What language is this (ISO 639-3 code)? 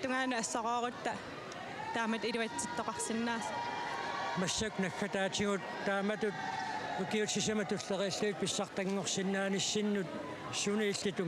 kal